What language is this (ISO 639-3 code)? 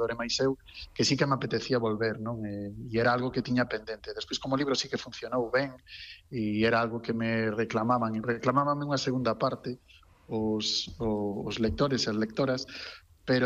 glg